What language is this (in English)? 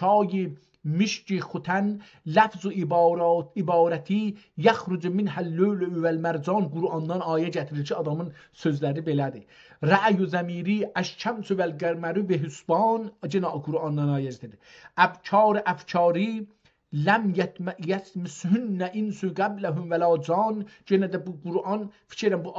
South Azerbaijani